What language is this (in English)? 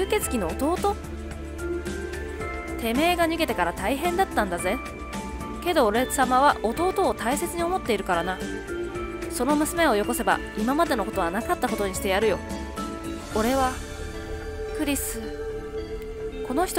Japanese